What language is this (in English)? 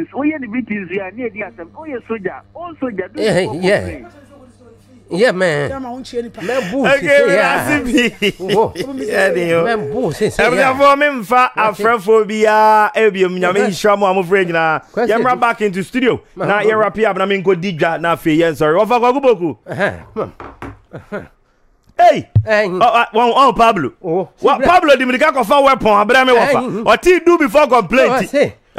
Akan